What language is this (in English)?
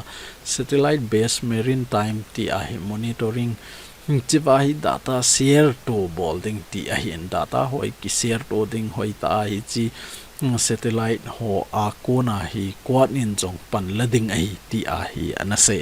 Thado Chin